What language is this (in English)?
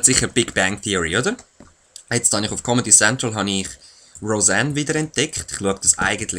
Swiss German